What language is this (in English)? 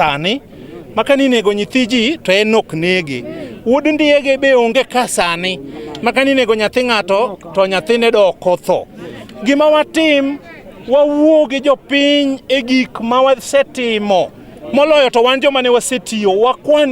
Luo (Kenya and Tanzania)